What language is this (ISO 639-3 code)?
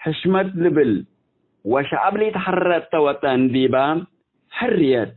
tig